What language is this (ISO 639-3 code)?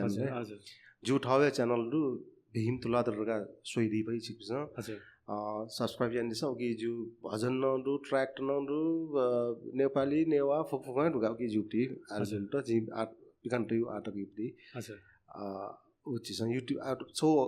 new